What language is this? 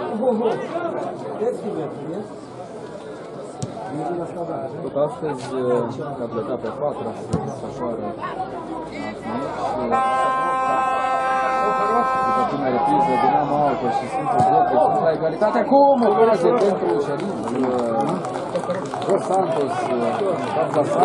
Romanian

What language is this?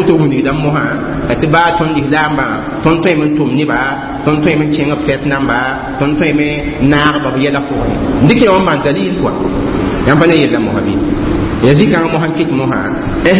Mossi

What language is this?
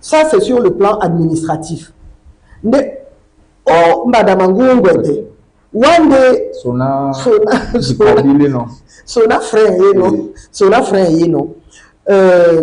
Duala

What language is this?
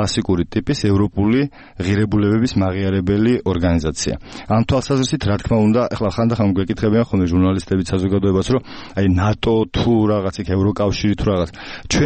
Georgian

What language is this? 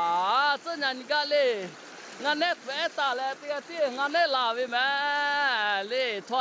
Lahu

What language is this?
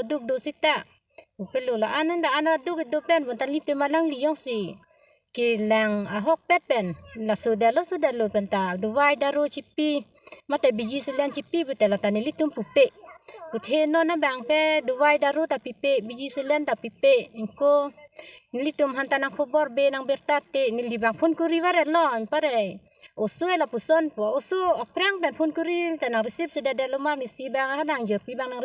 Karbi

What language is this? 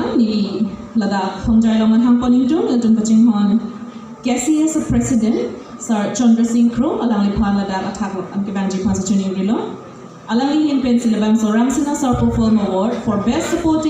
Karbi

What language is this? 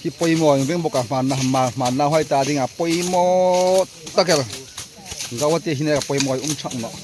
Hmar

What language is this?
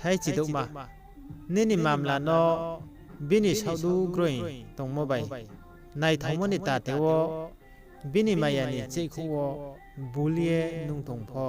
Riang (India)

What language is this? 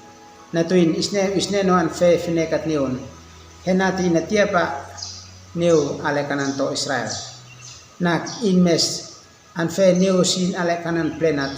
Uab Meto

